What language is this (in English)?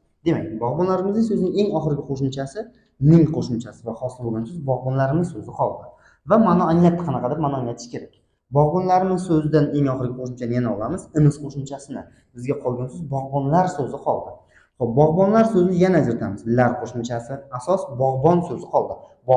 Uzbek